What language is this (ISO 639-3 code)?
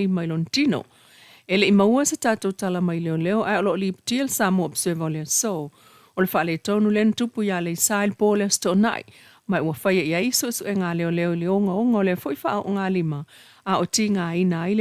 smo